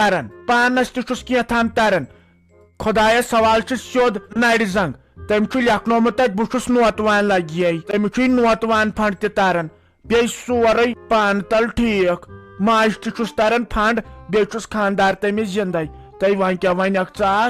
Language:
Kashmiri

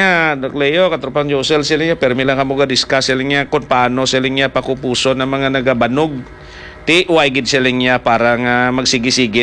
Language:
Hiligaynon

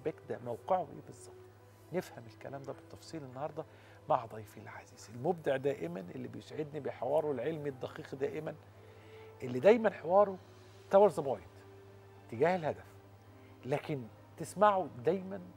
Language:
Egyptian Arabic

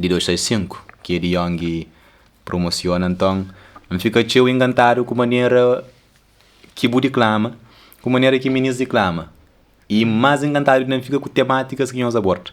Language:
Kabuverdianu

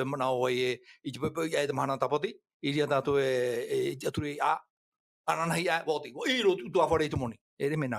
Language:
Tahitian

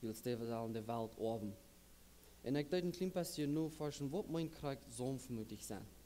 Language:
Plautdietsch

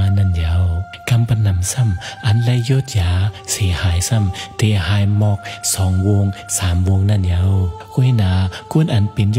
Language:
Shan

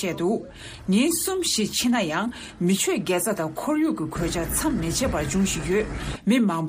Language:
Tibetan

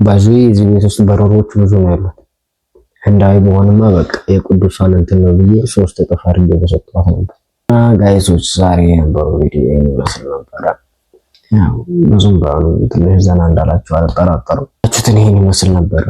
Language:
Amharic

